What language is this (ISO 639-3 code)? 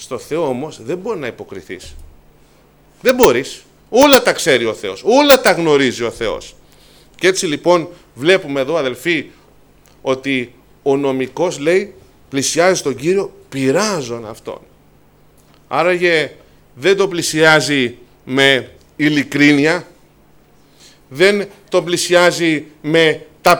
ell